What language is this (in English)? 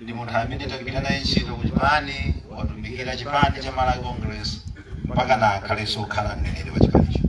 Nyanja